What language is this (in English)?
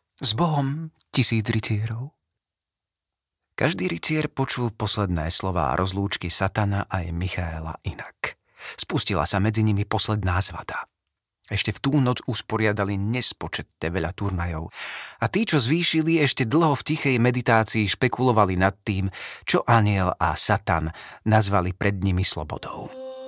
Slovak